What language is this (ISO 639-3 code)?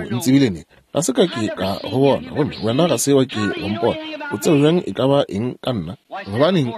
nso